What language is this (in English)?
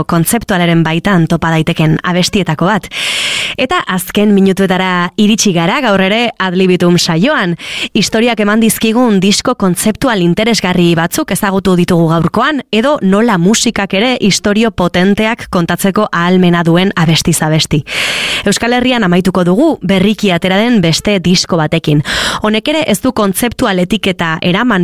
Basque